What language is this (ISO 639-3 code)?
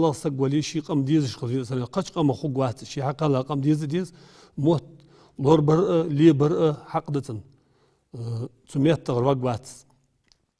inh